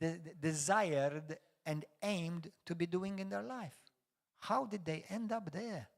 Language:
English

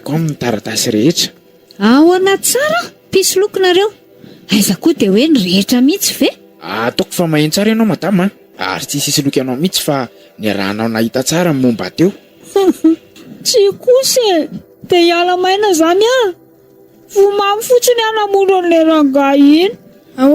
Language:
Malagasy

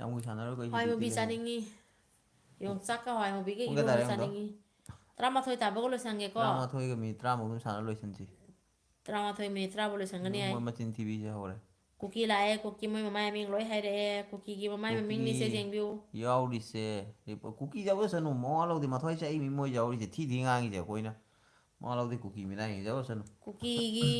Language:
Manipuri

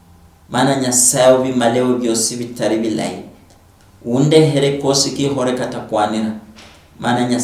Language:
Luyia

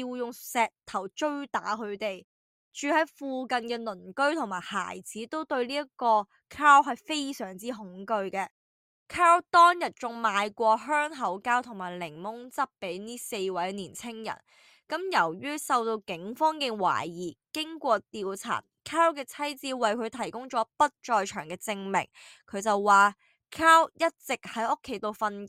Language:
Cantonese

